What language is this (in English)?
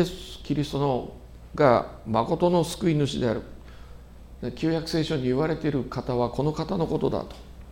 Japanese